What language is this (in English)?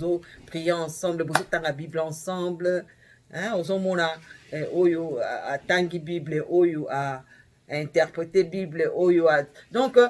Lingala